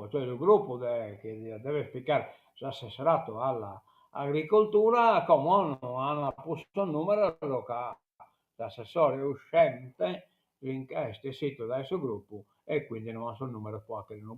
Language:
Sardinian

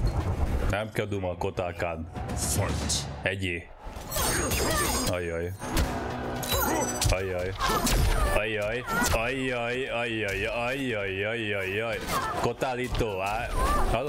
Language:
Hungarian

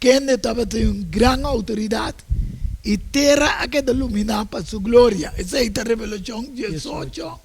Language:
Papiamento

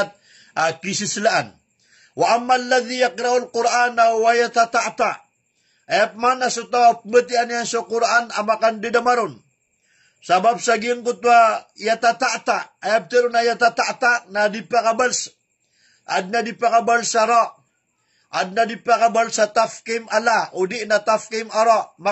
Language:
Maranao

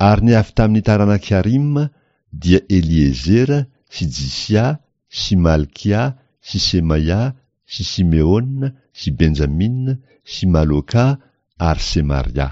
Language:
Malagasy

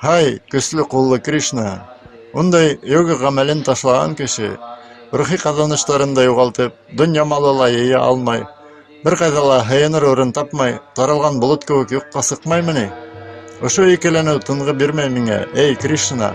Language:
Bashkir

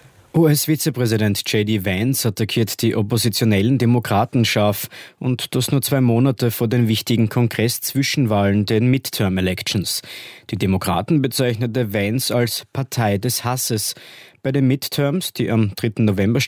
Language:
German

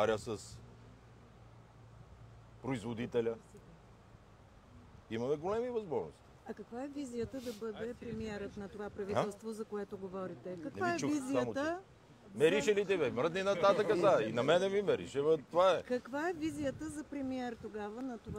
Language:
Bulgarian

